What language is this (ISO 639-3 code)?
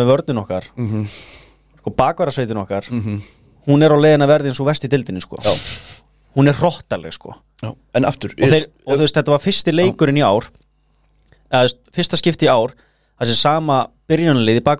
isl